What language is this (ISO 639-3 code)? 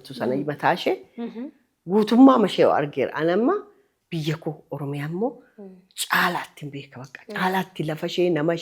orm